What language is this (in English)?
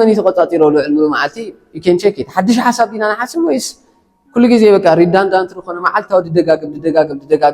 Tigrinya